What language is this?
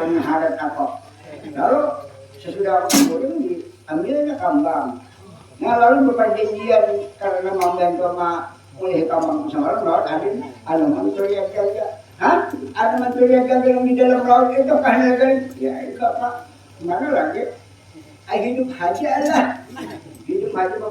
Banjar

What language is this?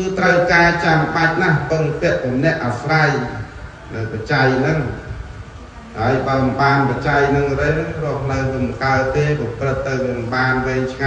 Khmer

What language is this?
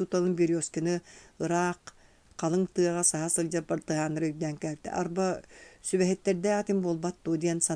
Yakut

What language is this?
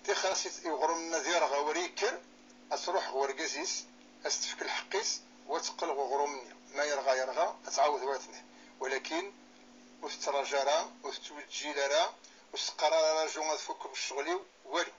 Kabyle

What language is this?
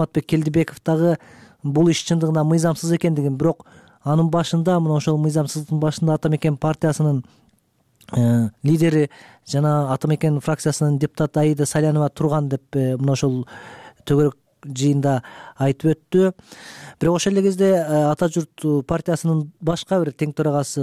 Kyrgyz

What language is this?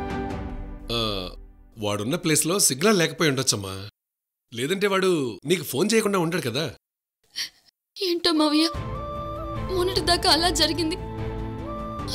Telugu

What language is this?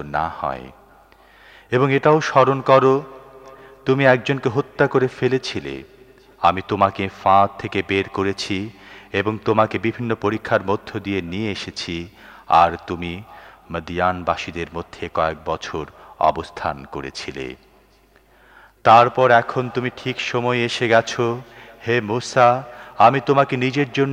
Bangla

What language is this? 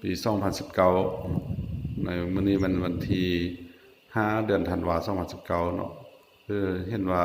Lao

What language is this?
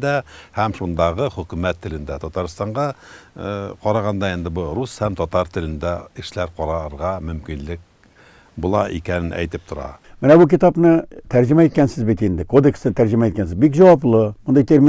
Tatar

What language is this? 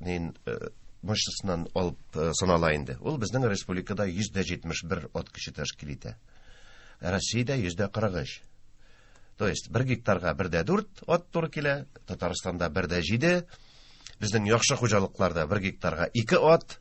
Tatar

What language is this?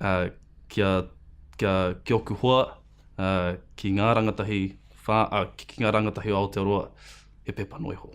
Māori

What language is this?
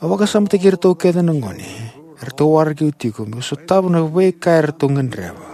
Fijian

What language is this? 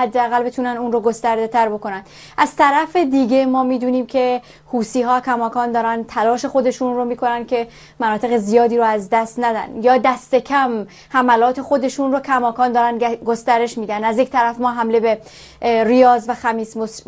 Persian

